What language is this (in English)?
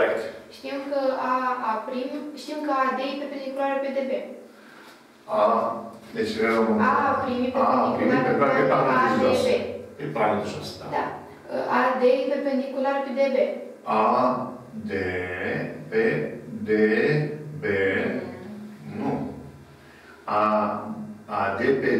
Romanian